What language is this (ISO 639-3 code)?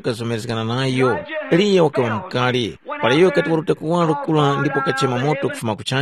tum